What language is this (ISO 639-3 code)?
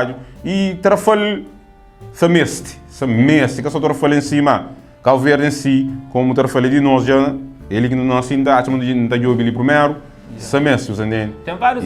kea